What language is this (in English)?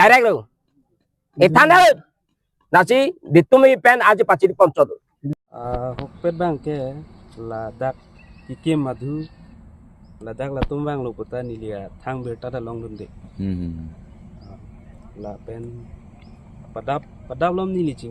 Karbi